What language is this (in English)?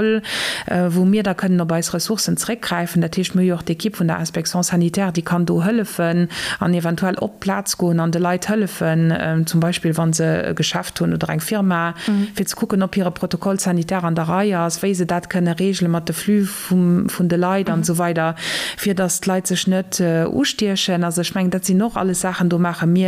Luxembourgish